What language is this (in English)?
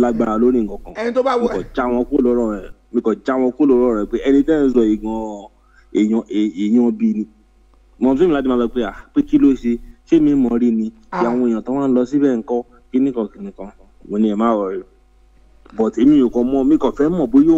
Yoruba